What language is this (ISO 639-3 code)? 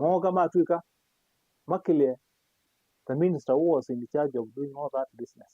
kam